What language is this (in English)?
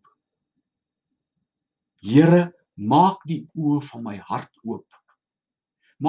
Afrikaans